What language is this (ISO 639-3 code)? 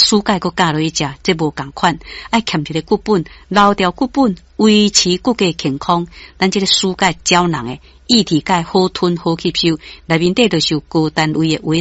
nan